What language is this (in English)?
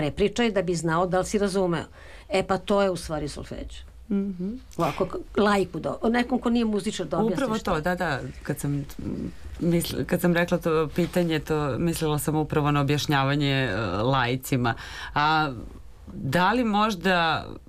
Serbian